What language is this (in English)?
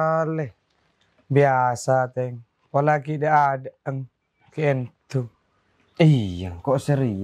Madurese